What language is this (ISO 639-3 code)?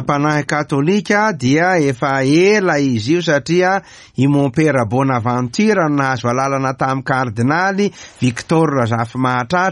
mlg